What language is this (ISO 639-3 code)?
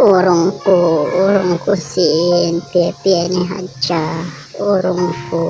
yka